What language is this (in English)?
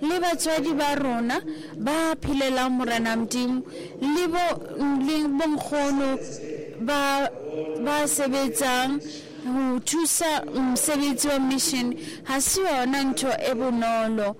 Southern Sotho